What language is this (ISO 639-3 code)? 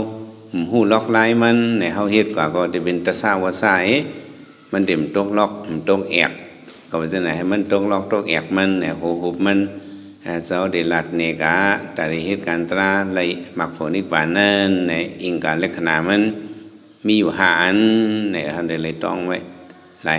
shn